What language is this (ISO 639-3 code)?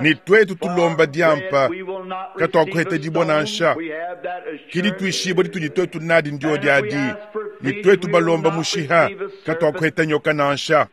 lua